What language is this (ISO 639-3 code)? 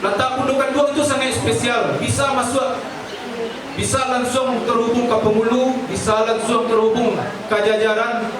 min